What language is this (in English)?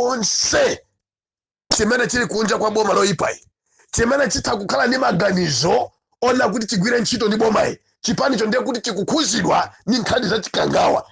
Nyanja